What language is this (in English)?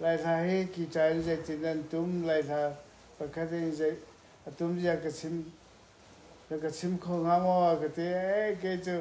Hakha Chin